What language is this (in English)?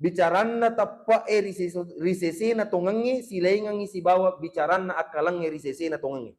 Buginese